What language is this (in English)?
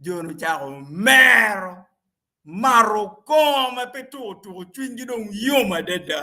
Acoli